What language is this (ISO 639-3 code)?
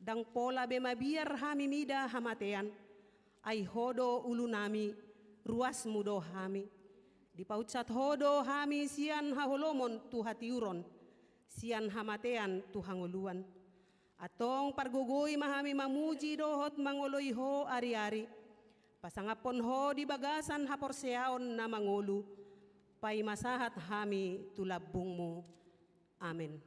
bbc